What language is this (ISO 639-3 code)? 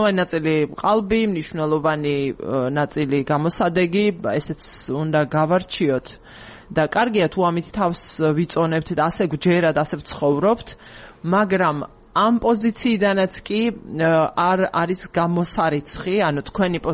kat